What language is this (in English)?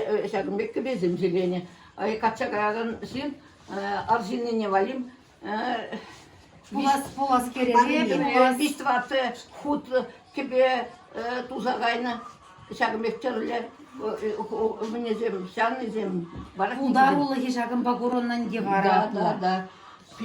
Chuvash